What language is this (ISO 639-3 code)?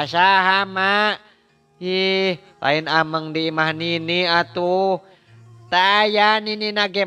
sun